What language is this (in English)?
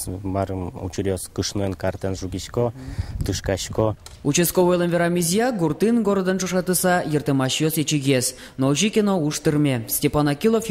Udmurt